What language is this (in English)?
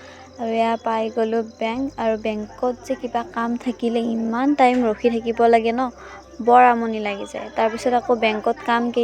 Assamese